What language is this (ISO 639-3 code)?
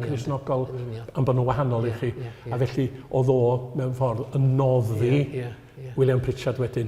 cym